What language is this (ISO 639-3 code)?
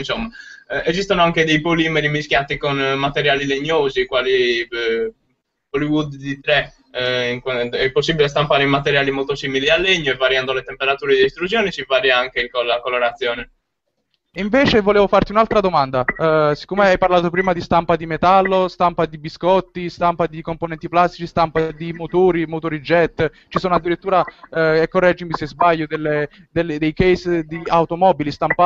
ita